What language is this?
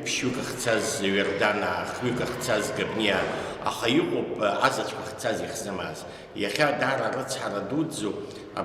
Abkhazian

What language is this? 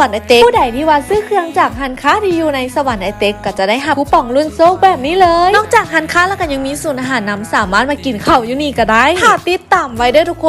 Lao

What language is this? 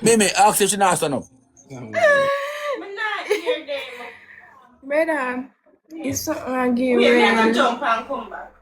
Jamaican Creole English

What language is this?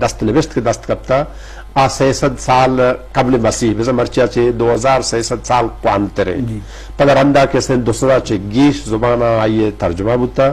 Eastern Balochi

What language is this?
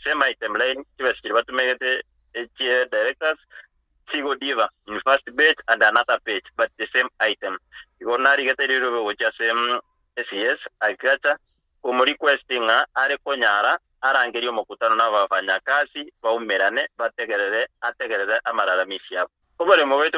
Gusii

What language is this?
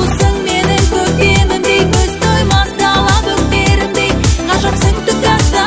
Kazakh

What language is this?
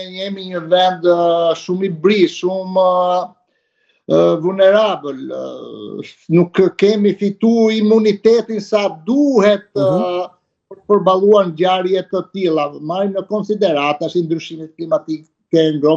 Albanian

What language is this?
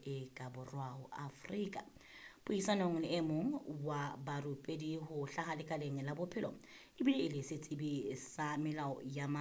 Southern Sotho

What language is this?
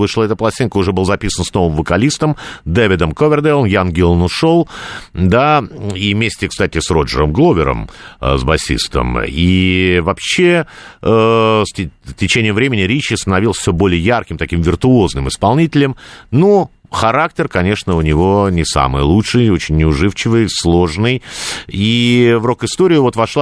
Russian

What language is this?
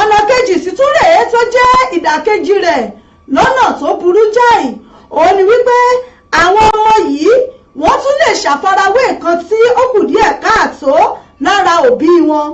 Yoruba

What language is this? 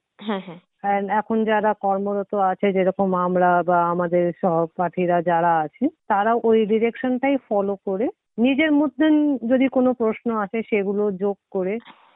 Bangla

